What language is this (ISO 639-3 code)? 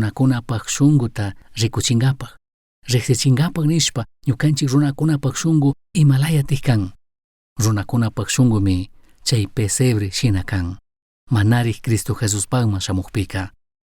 qug